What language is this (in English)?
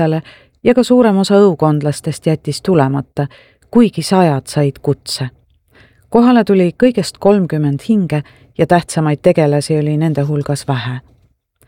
Estonian